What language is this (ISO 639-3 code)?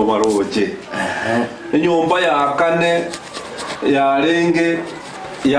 guz